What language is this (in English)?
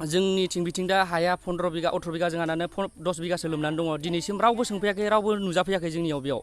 Bodo